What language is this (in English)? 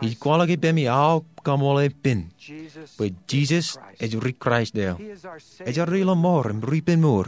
Marshallese